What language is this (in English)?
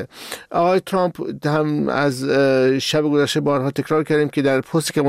Persian